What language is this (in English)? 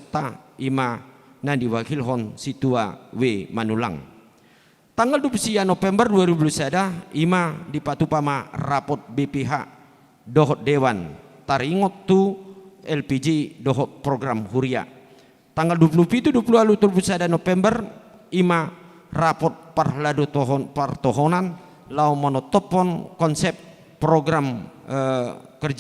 Batak Toba